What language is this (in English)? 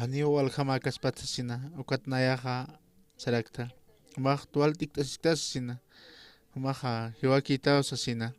Aymara